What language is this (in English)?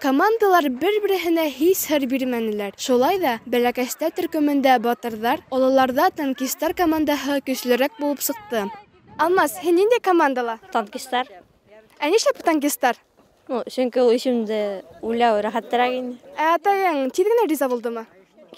Bashkir